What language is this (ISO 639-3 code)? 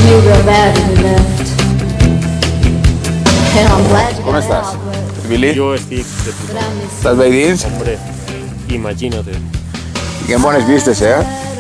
cat